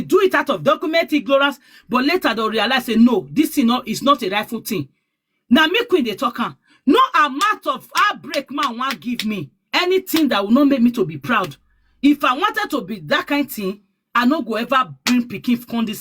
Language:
Nigerian Pidgin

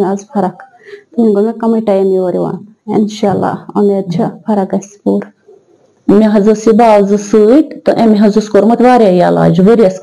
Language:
Kashmiri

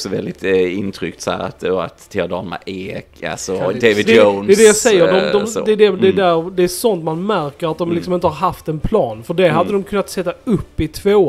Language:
Swedish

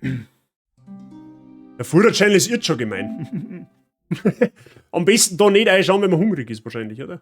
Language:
Bavarian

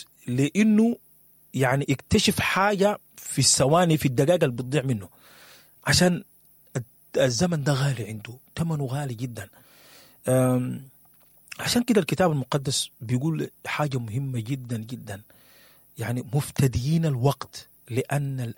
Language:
Sudanese Arabic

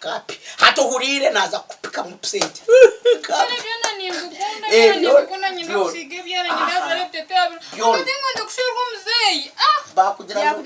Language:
Nyankole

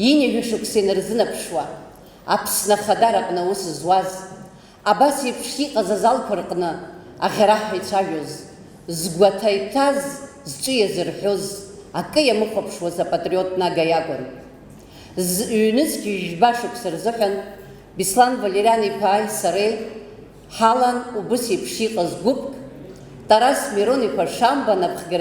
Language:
Abkhazian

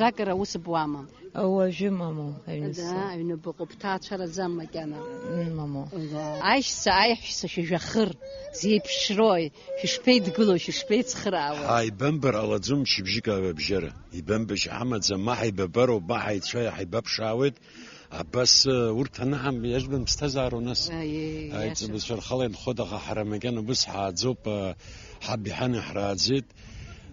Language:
Abkhazian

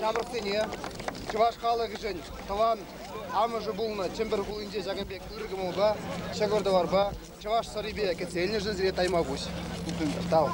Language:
Chuvash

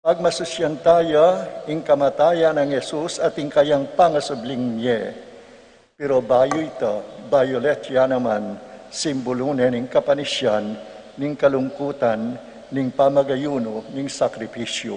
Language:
Pampanga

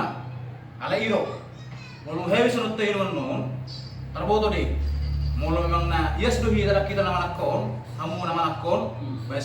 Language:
Batak Toba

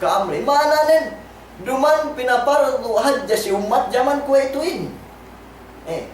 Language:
Yakan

